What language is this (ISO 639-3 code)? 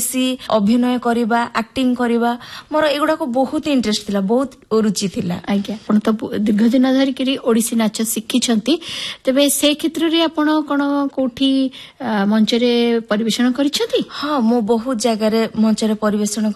ori